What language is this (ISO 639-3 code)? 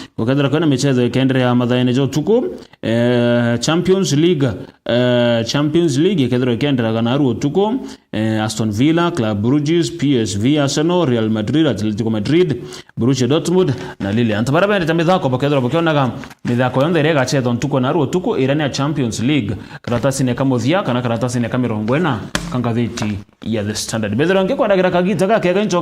mer